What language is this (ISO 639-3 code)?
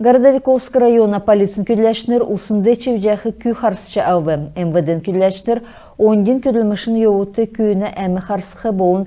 xal